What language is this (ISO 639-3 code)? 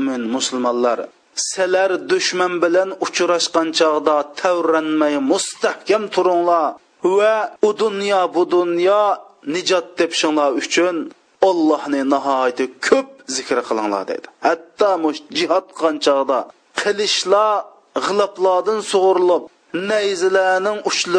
uig